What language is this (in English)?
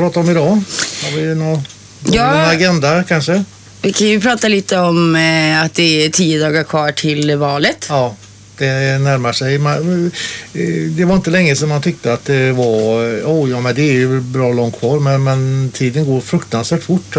Swedish